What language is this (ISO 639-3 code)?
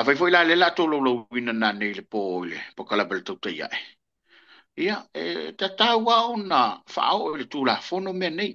smo